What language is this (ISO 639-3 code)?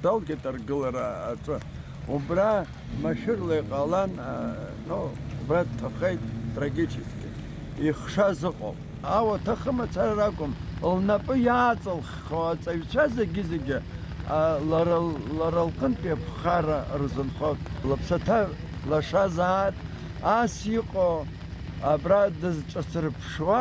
abk